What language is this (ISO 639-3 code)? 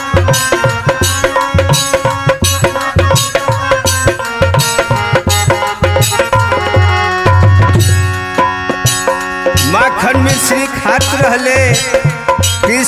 bho